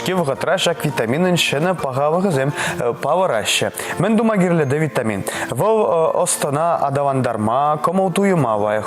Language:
Chuvash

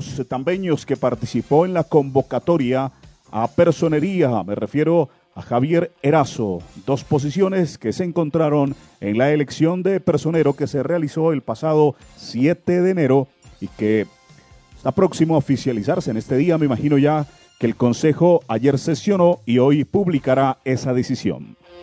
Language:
Spanish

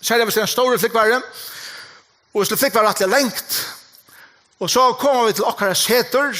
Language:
Faroese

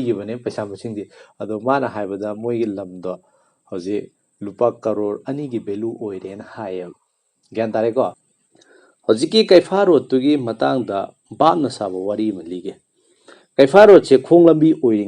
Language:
Manipuri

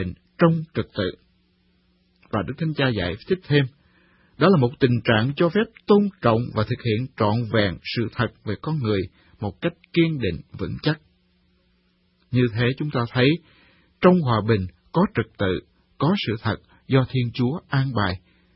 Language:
Vietnamese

